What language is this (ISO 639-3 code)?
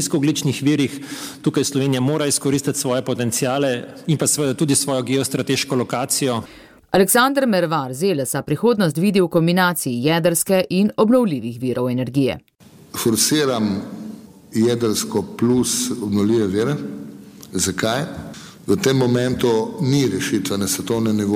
slv